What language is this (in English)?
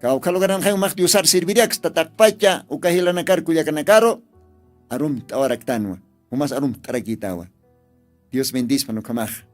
Aymara